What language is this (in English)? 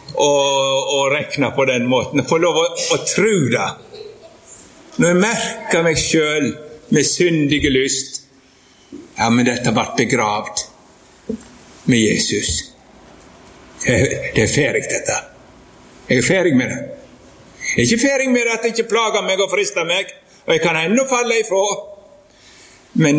Norwegian